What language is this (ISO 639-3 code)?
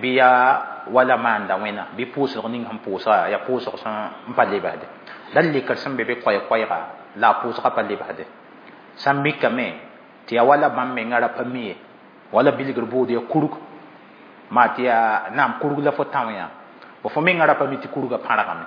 mos